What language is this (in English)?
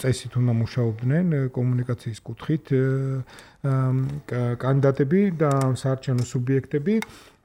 Georgian